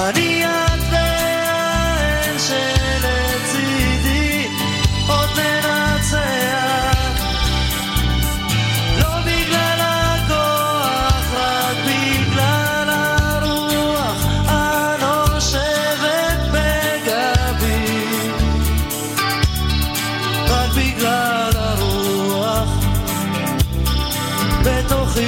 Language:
Hebrew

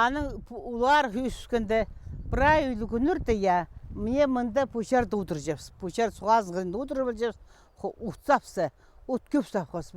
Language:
Khakas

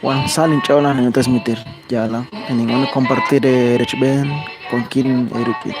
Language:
Kekchí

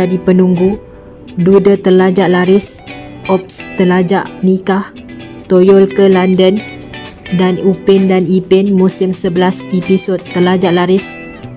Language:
Malay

